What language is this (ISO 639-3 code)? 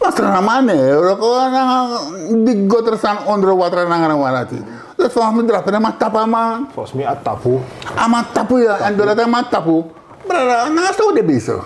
srn